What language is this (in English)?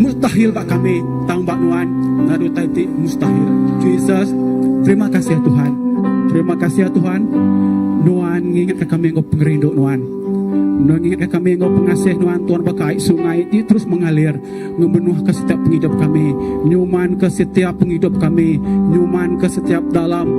Iban